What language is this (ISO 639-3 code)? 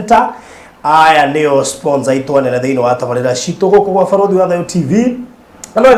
kik